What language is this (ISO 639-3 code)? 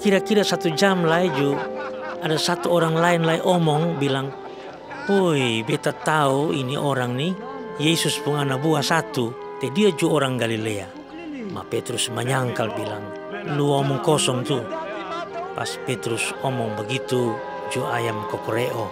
mkn